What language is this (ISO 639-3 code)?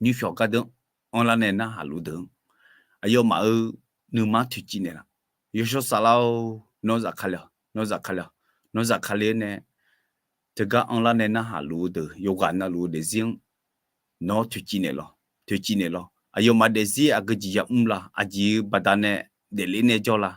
ahk